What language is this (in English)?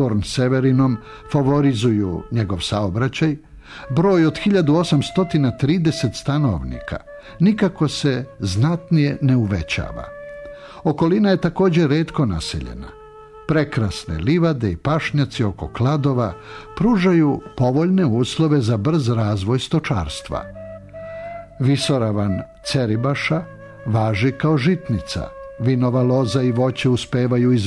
Serbian